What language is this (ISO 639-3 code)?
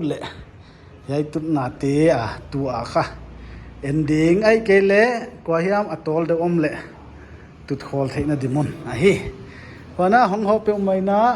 pck